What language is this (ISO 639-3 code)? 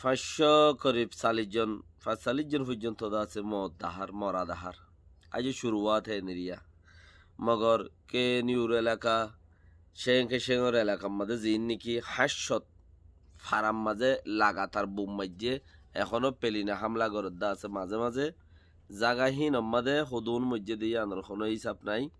rhg